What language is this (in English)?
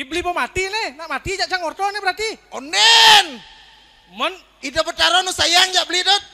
Balinese